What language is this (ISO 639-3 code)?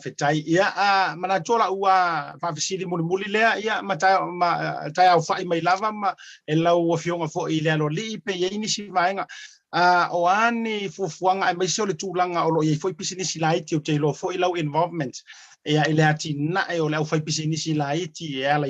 smo